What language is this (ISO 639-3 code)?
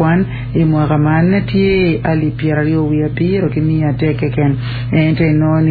ach